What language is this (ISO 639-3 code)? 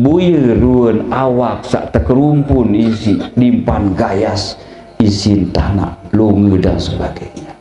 sas